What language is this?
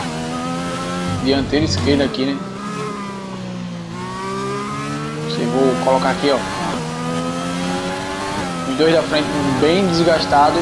Portuguese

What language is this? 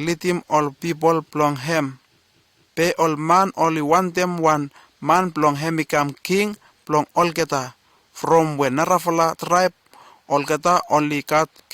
Bislama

